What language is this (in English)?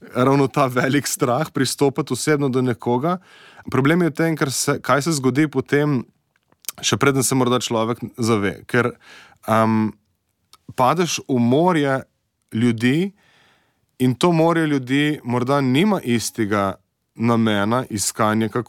Slovenian